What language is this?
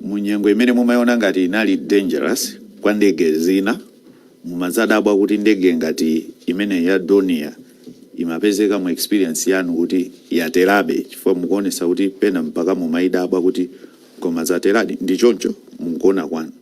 Nyanja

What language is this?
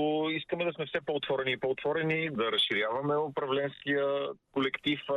Bulgarian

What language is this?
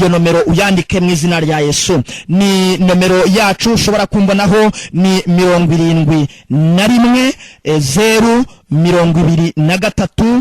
Kinyarwanda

